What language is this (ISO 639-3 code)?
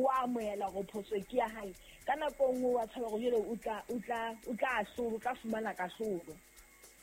sot